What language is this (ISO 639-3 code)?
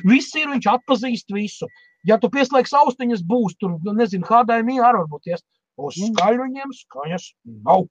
lav